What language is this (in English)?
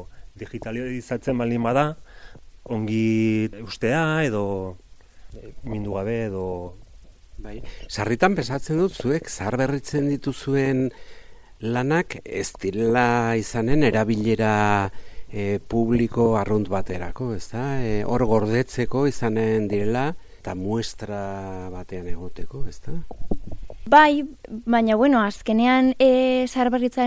Basque